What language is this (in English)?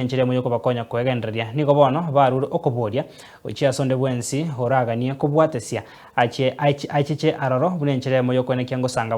Gusii